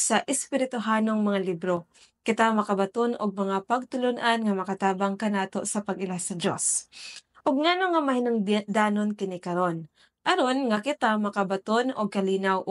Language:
Cebuano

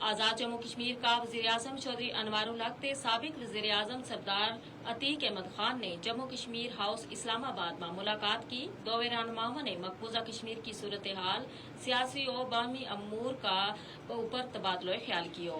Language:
Gujari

